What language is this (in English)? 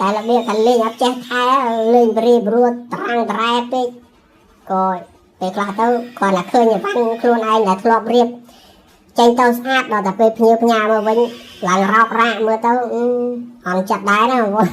Khmer